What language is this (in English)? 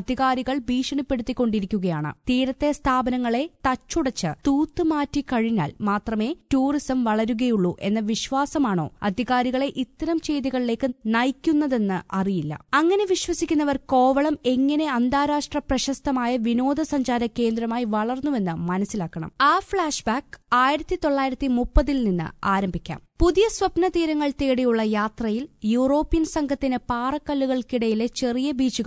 Malayalam